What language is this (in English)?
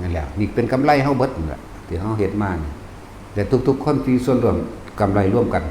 Northeastern Thai